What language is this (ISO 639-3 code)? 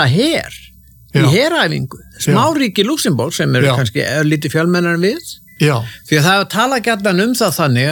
isl